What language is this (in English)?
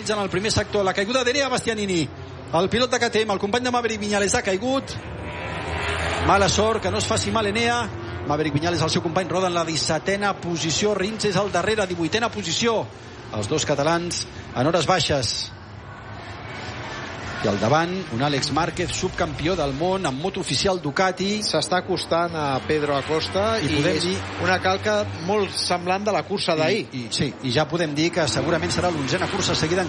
Catalan